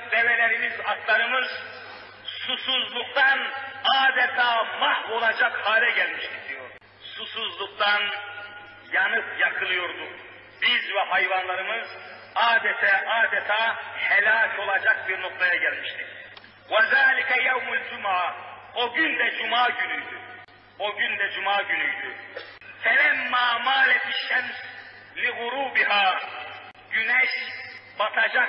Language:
Turkish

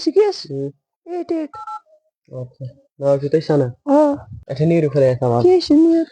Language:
Kashmiri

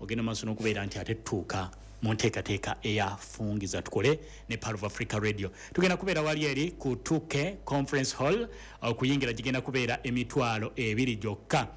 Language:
Ganda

